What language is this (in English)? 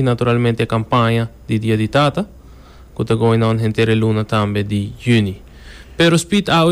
Papiamento